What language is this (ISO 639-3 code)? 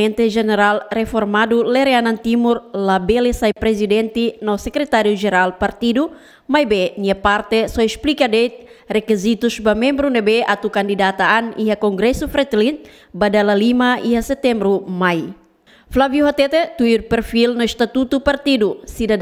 tet